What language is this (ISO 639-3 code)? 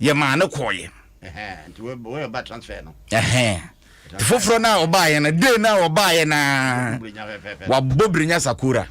aka